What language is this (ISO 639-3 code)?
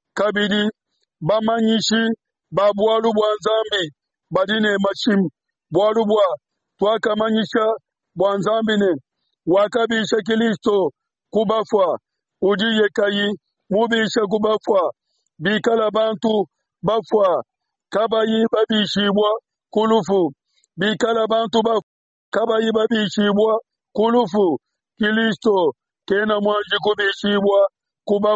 lua